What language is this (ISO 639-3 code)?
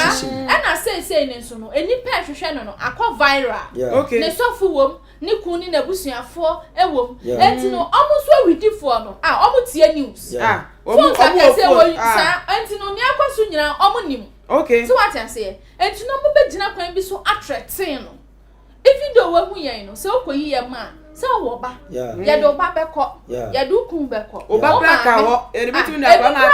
aka